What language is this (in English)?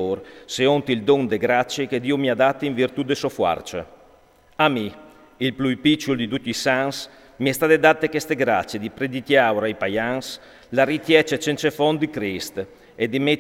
Friulian